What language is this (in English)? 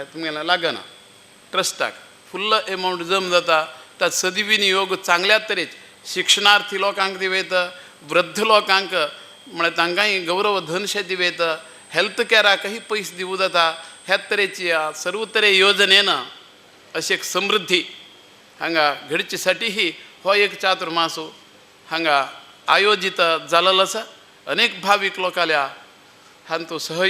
Konkani